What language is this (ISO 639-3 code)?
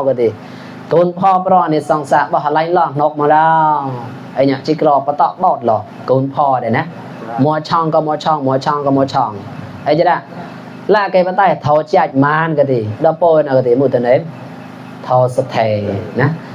mnw